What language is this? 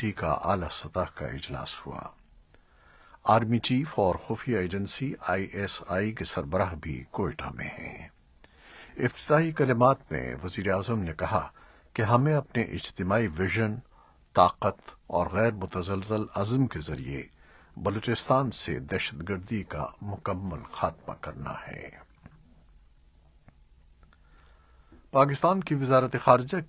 Urdu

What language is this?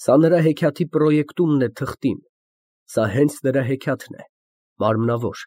Armenian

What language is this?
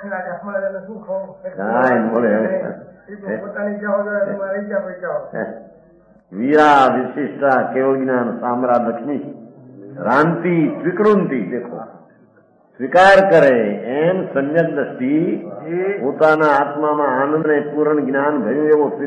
Gujarati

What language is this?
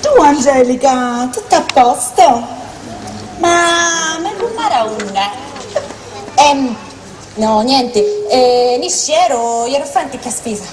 Sicilian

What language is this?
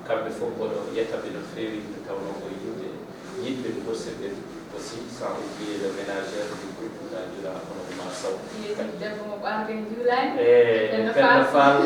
Fula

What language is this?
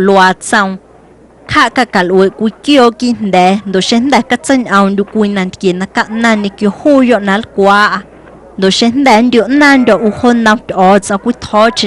Guerrero Amuzgo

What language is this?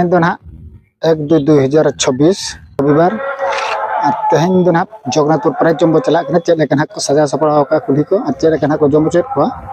Santali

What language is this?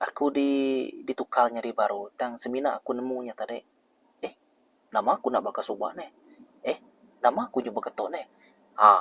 Iban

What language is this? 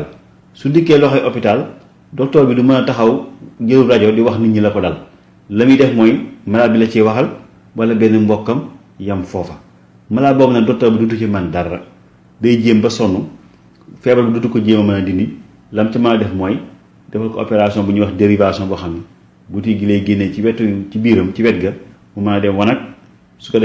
Wolof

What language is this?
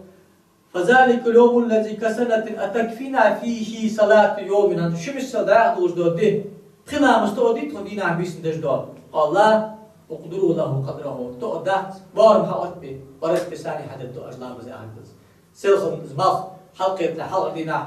Ingush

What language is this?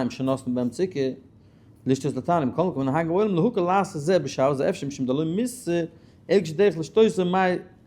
Yiddish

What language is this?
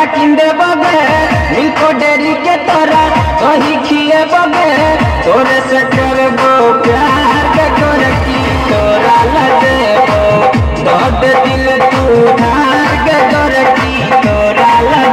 Bhojpuri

